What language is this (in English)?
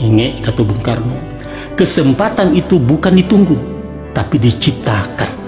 Minangkabau